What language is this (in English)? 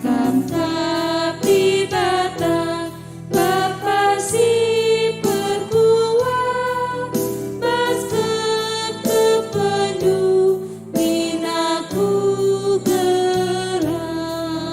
Batak Karo